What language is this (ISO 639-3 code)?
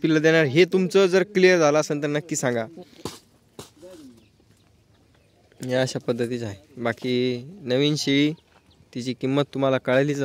mar